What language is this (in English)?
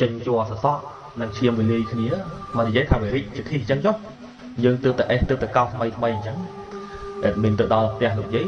Khmer